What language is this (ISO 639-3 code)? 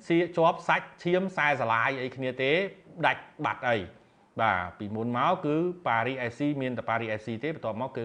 khm